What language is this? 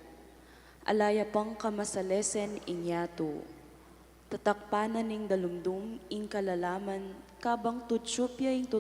Pampanga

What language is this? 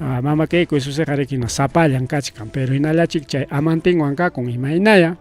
Ayacucho Quechua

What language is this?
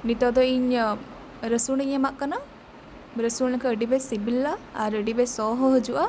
Santali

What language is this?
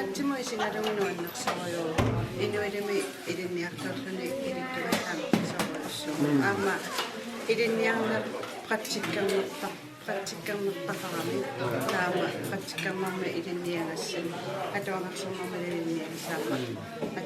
Kalaallisut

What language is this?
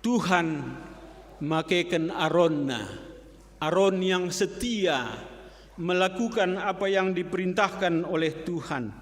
Batak Karo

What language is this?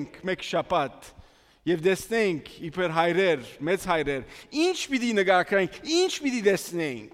Armenian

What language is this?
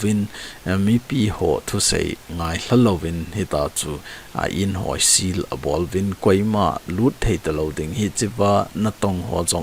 Thado Chin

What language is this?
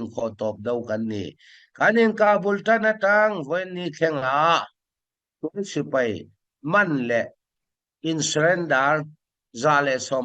Falam Chin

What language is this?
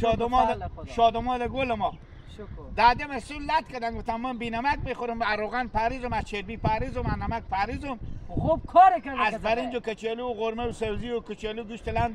Hazaragi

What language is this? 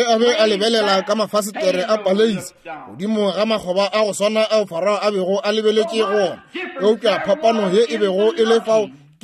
Northern Sotho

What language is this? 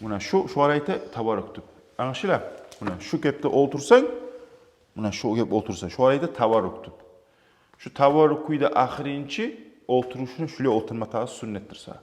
Kumyk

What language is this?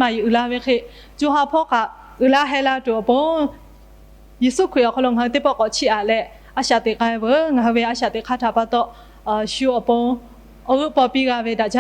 Lahu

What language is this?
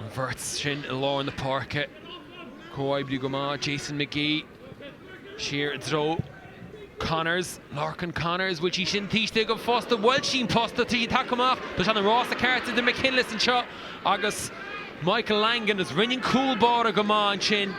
Irish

